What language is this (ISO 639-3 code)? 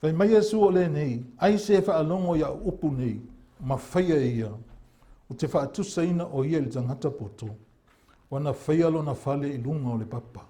smo